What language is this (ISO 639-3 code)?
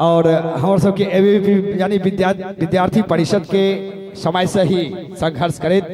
mai